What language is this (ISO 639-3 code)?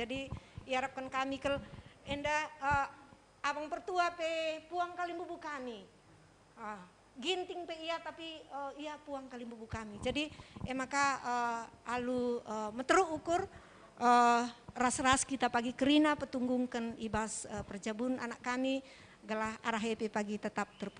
btx